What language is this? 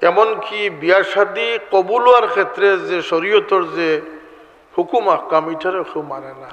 Sylheti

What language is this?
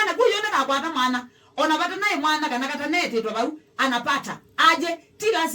Kamba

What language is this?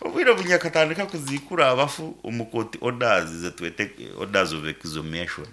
Nyankole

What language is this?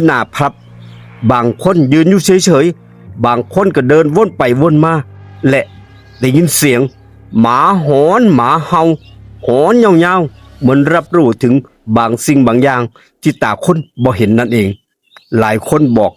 Northeastern Thai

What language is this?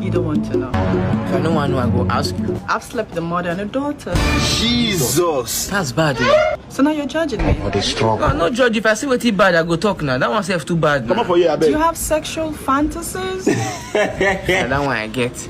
Nigerian Pidgin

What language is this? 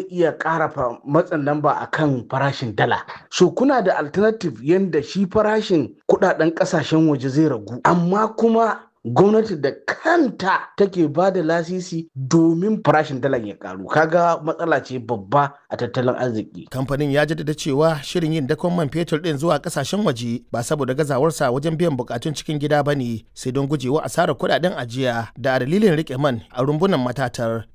Hausa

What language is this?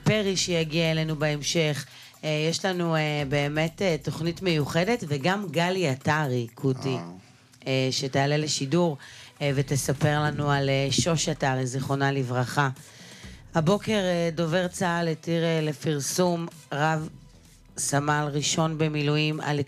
Hebrew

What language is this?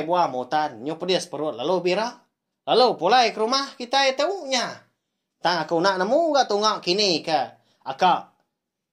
Iban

